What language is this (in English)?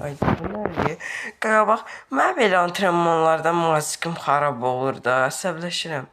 Azerbaijani